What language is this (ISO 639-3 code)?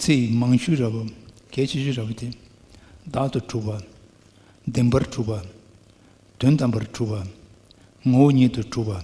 bod